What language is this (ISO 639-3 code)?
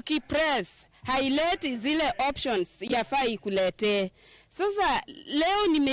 luo